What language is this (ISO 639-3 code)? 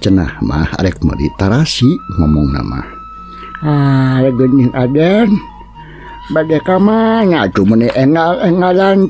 sun